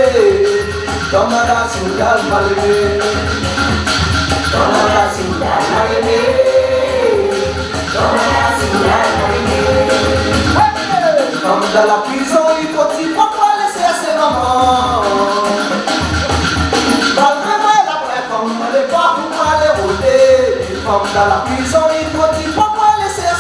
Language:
French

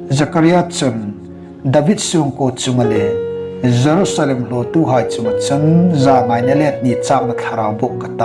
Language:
Hmar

